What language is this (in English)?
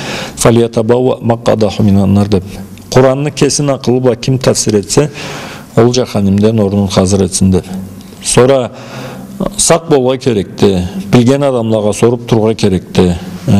Karachay-Balkar